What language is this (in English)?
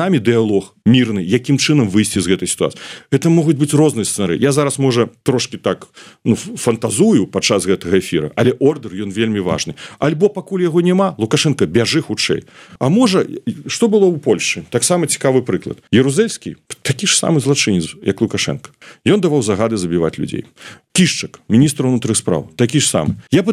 Belarusian